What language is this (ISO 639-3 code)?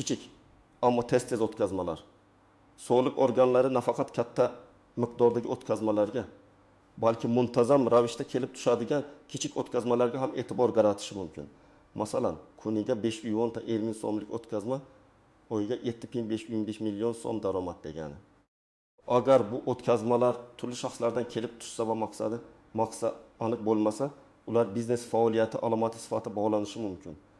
uzb